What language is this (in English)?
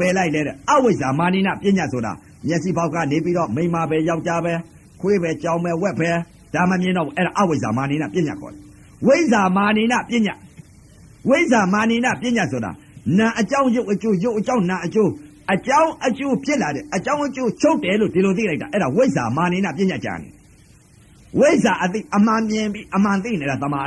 Burmese